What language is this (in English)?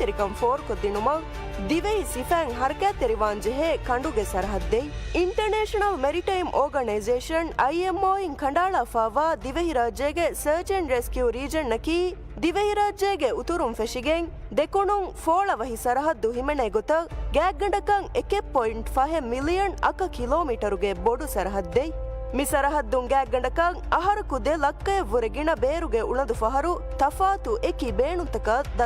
Divehi